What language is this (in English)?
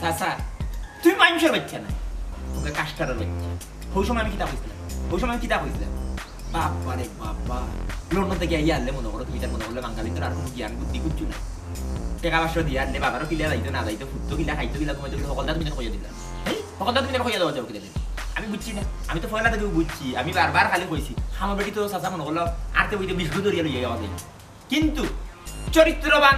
Sylheti